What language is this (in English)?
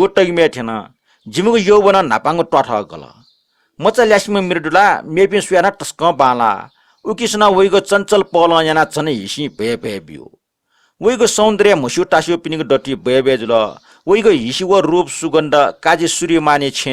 Newari